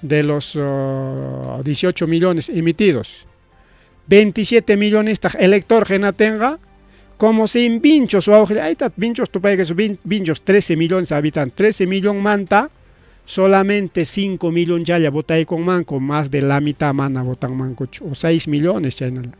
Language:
Ayacucho Quechua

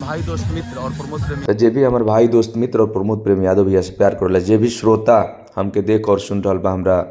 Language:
Bhojpuri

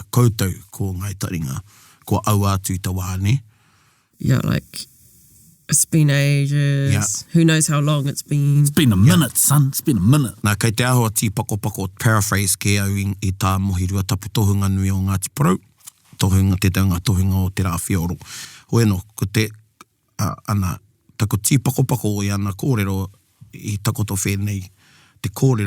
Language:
Māori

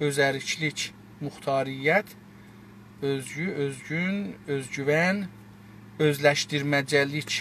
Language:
South Azerbaijani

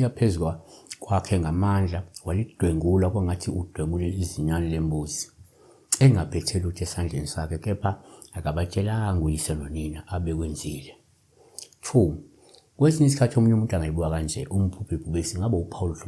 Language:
Zulu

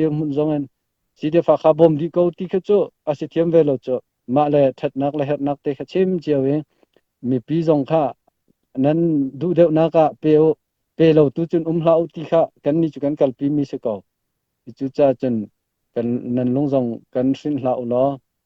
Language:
Falam Chin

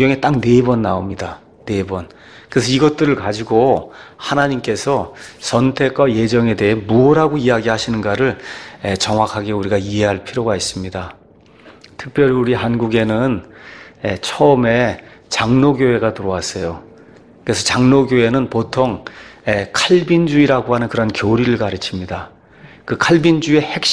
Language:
Korean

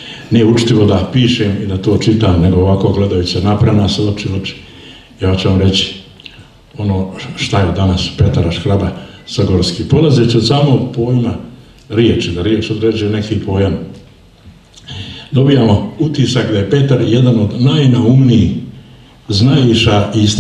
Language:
Croatian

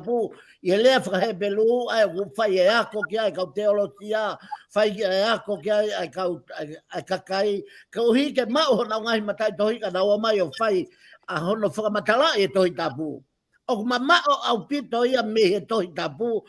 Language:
Tongan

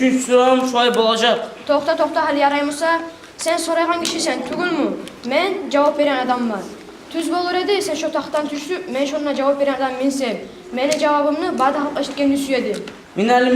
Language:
Kumyk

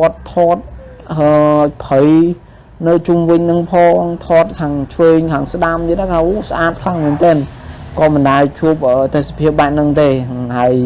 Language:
Khmer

